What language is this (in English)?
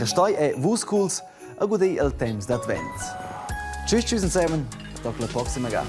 Romansh